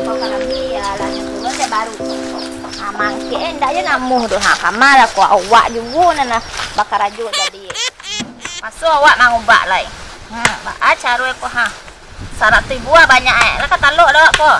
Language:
Minangkabau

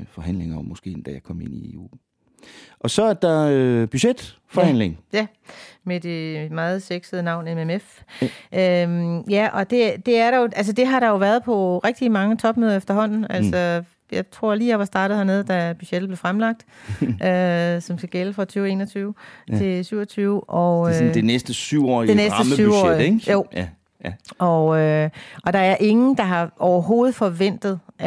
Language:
Danish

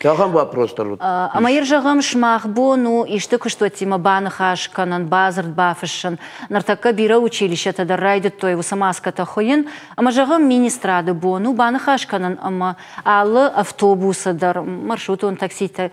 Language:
Ossetic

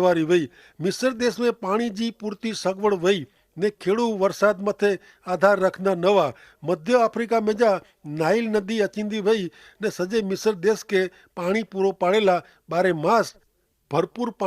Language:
Kachhi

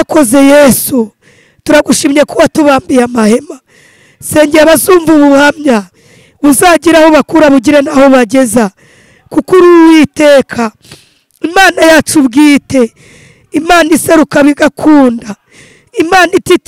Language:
Kinyarwanda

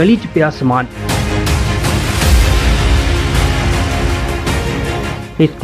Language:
Punjabi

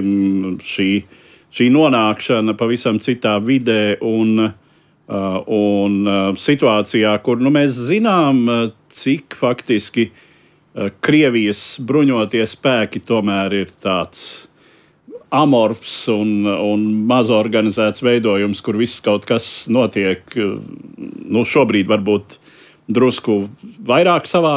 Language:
Latvian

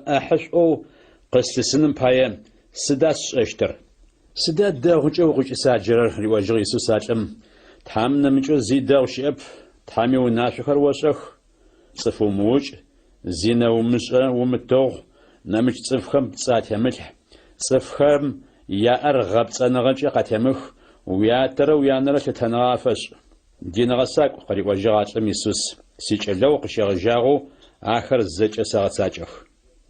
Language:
Adyghe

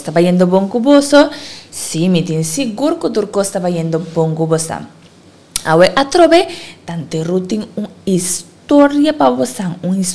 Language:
Papiamento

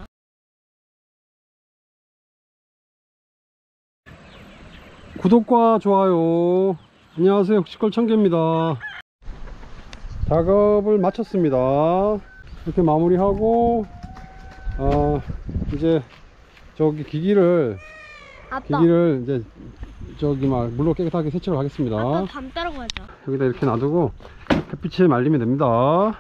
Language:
Korean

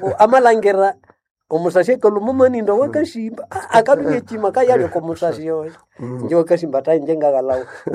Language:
Nande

